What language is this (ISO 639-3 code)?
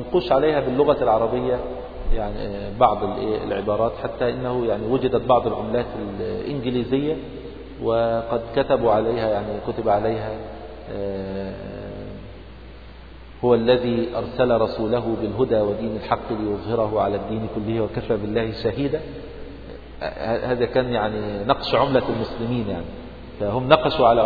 ara